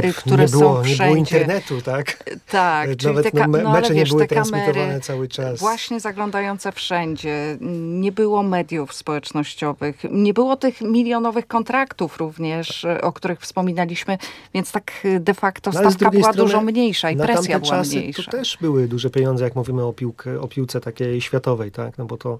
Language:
Polish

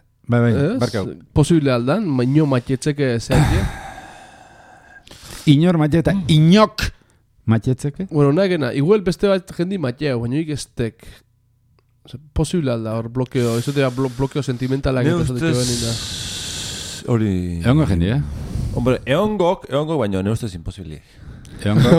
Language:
Basque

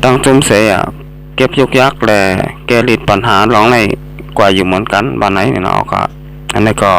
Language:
Shan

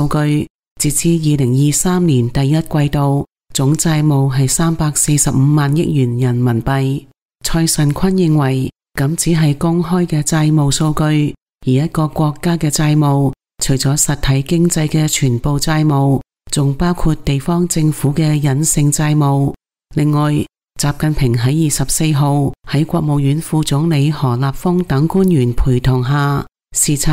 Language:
Cantonese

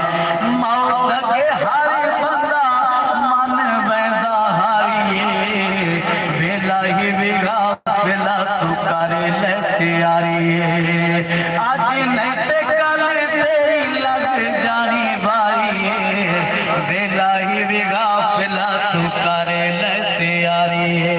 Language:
Saraiki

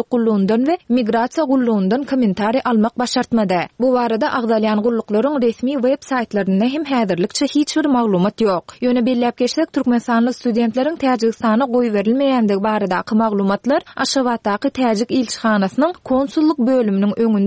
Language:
Turkmen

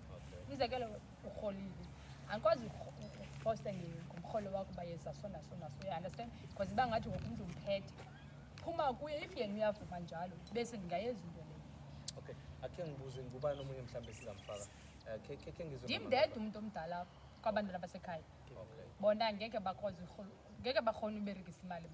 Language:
Zulu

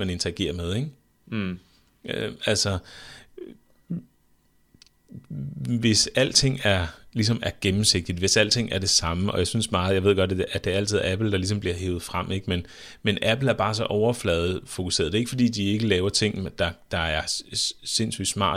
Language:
Danish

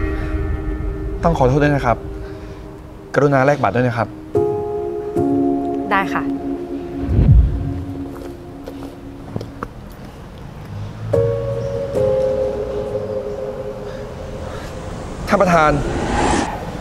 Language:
Thai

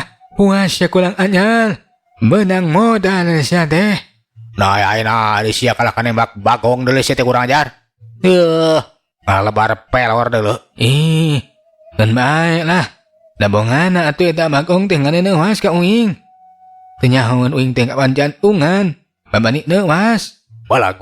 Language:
Sundanese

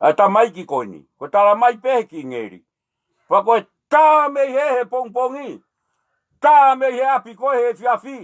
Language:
Tongan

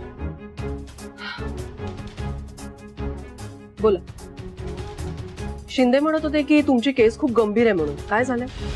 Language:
Marathi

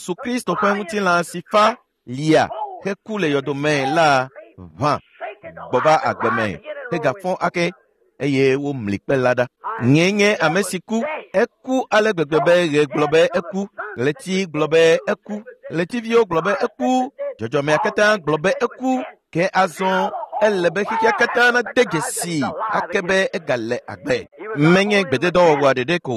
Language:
Ewe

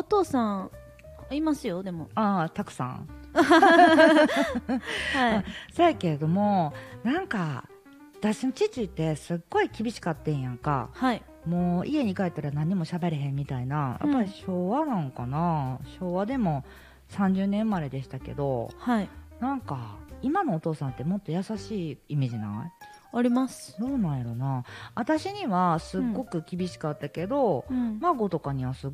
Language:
Japanese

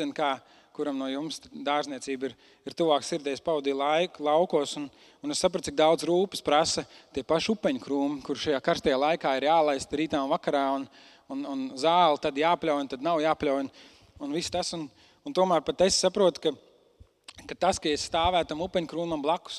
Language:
Latvian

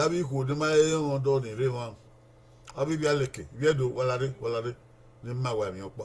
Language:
Bini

